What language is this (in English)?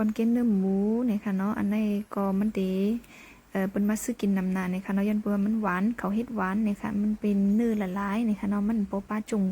Shan